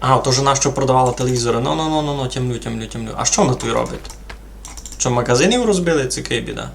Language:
Rusyn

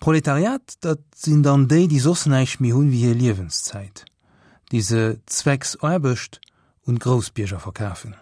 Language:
Luxembourgish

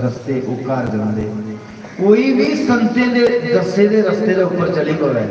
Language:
Dogri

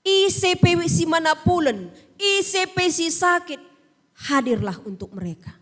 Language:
Batak Karo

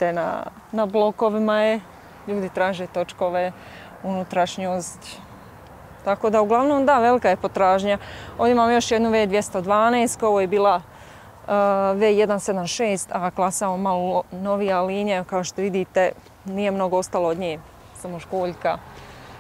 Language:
Croatian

